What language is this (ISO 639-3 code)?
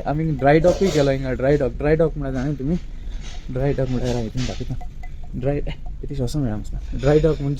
kok